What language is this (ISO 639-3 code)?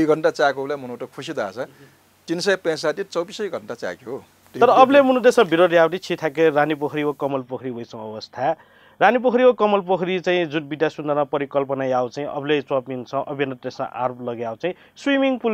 new